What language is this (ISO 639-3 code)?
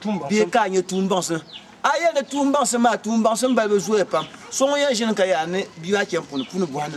dag